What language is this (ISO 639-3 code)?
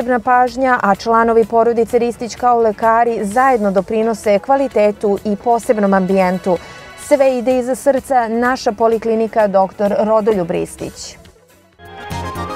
srp